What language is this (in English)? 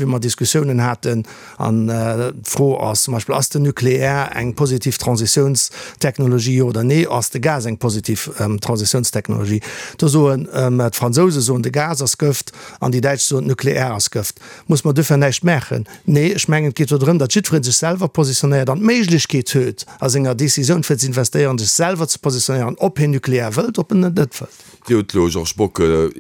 Luxembourgish